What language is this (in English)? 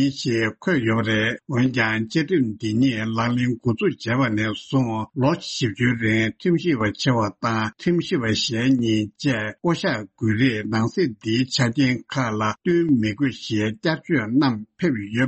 Tibetan